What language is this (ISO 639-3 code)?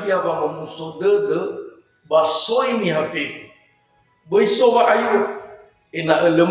nia